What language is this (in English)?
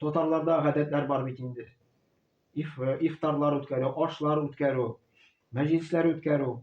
Tatar